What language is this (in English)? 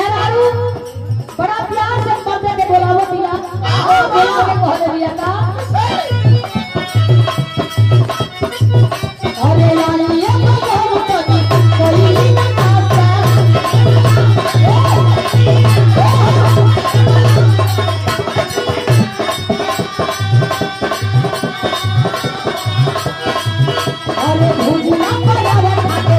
Bhojpuri